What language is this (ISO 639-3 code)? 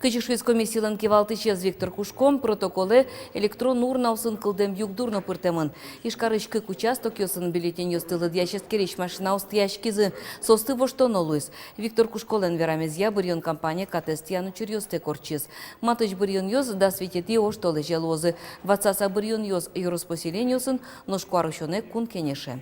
udm